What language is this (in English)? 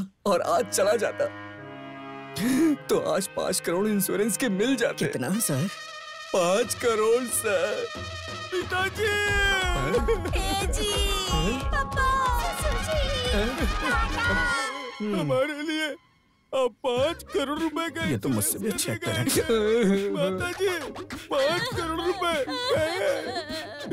Hindi